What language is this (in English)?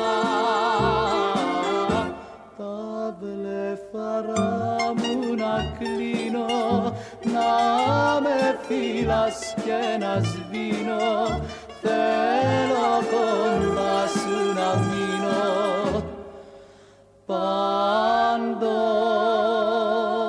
Greek